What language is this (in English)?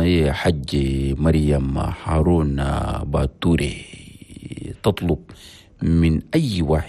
Chadian Arabic